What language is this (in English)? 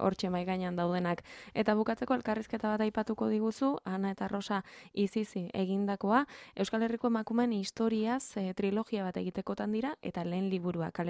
Basque